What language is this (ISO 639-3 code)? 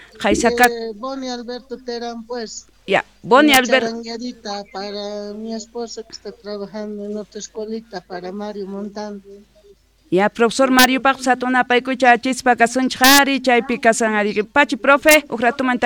quh